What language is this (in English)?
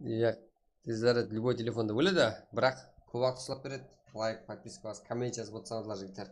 Kara-Kalpak